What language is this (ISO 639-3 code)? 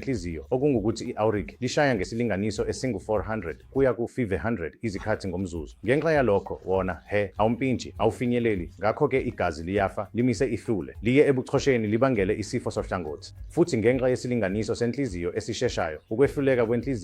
zul